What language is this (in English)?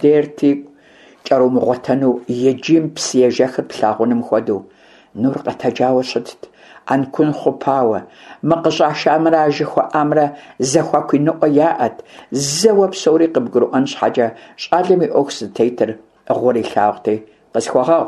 Kabardian